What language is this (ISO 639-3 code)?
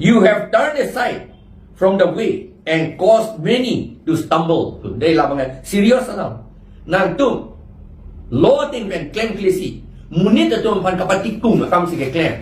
mjw